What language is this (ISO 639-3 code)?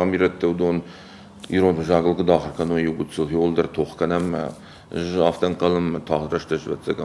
oss